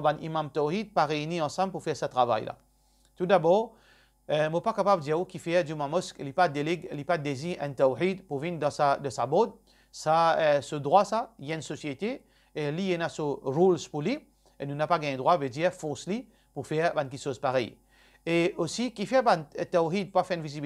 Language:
Morisyen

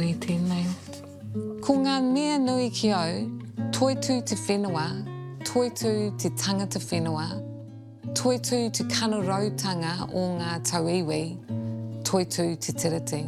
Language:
Māori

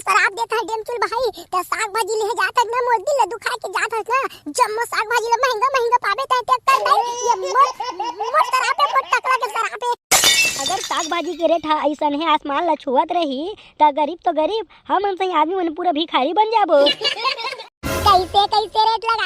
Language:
Chhattisgarhi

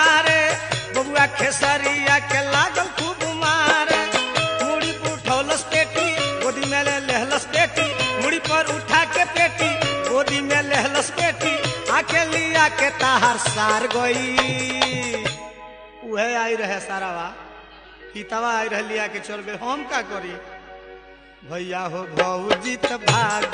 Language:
Bhojpuri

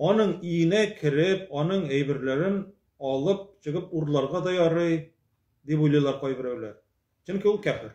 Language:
Tatar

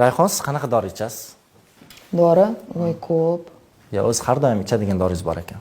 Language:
Uzbek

